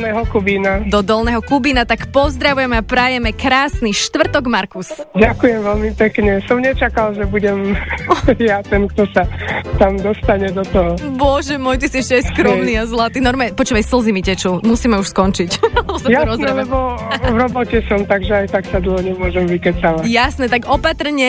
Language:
Slovak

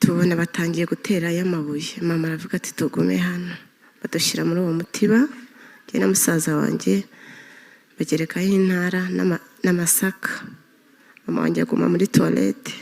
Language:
Kinyarwanda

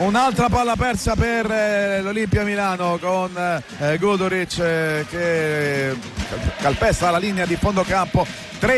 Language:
Italian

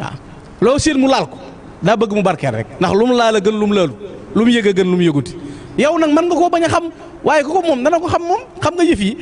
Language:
Wolof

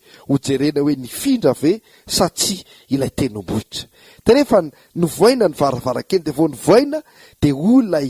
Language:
Malagasy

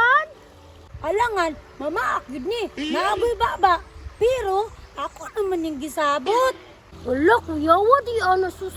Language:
Cebuano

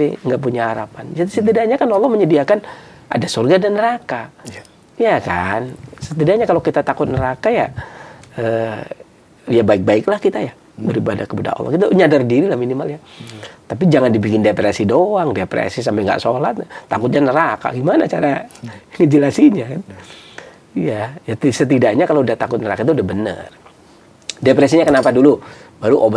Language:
Indonesian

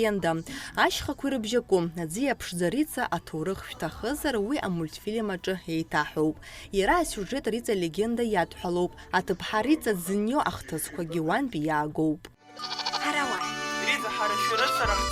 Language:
Abkhazian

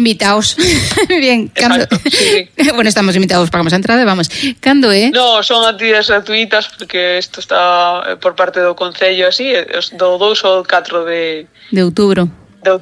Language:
Galician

